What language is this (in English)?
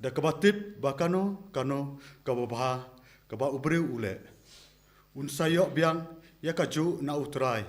Khasi